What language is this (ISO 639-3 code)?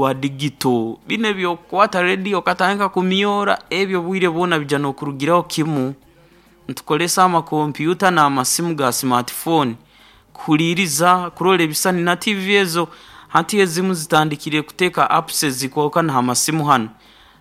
nyo